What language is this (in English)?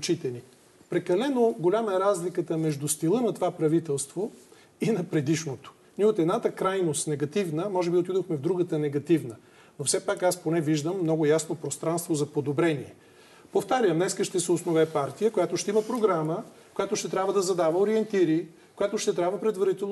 Bulgarian